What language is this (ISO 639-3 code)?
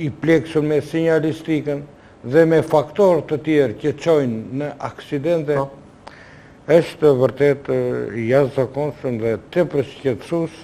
sqi